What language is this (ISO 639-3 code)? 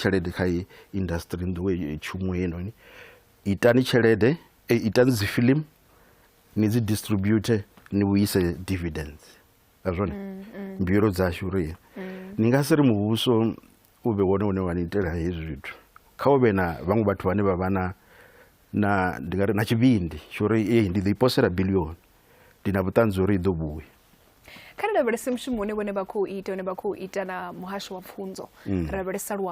ven